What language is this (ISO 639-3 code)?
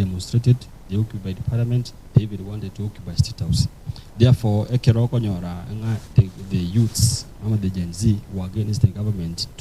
guz